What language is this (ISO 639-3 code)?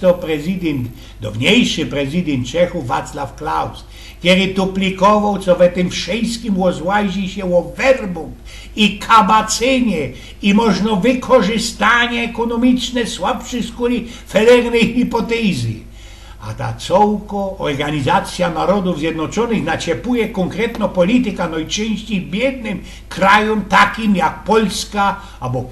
szl